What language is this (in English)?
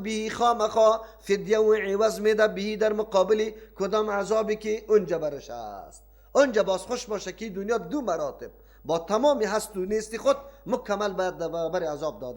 Persian